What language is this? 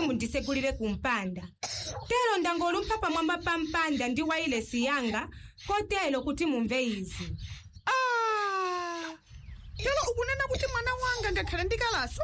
Nyanja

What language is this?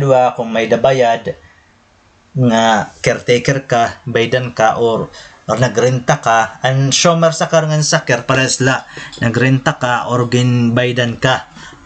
Waray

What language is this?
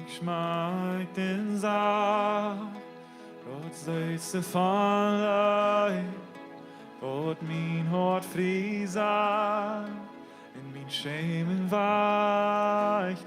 Plautdietsch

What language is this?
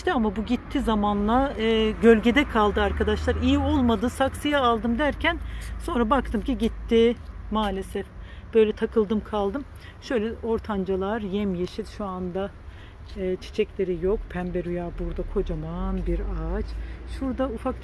Turkish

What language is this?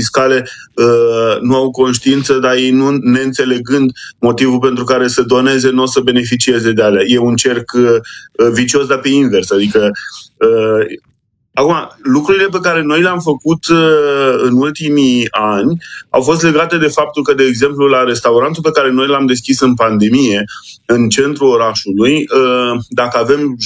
Romanian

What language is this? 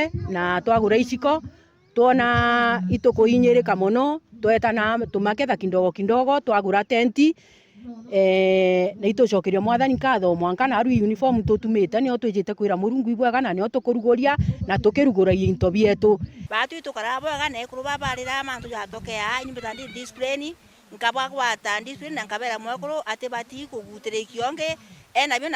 Meru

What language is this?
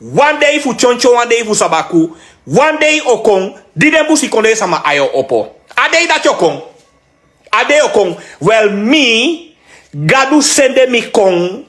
Sranan Tongo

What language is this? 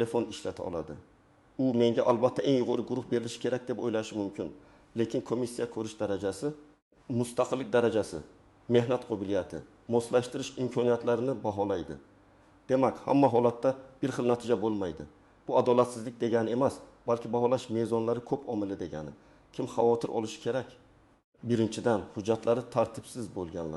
Uzbek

